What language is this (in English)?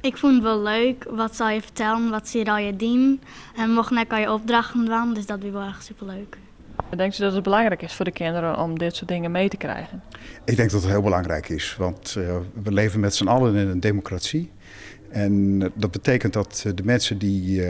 Western Frisian